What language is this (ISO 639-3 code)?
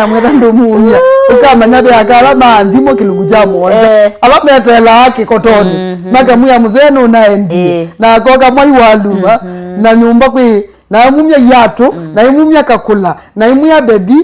kam